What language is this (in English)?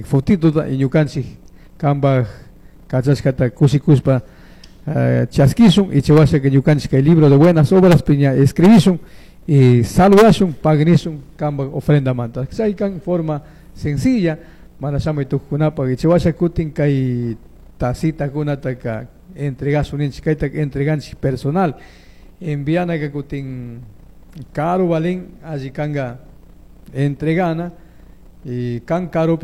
Chimborazo Highland Quichua